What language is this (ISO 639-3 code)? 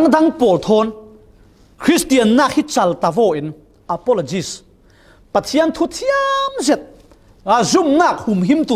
cfm